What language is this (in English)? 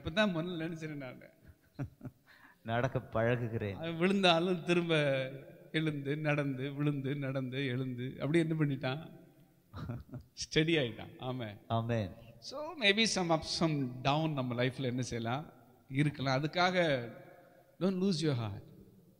Tamil